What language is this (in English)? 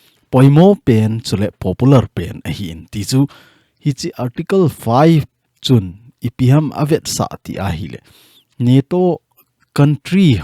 Thado Chin